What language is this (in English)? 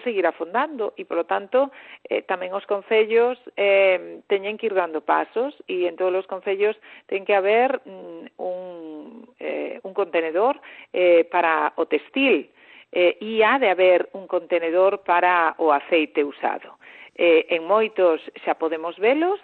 Galician